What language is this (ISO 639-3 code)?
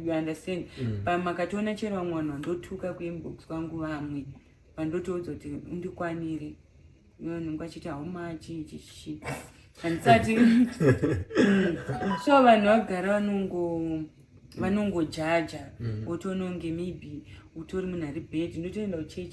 sna